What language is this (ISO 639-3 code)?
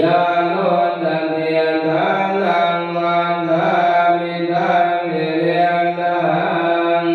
pli